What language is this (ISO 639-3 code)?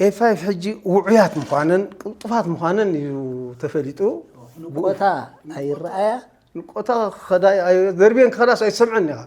tir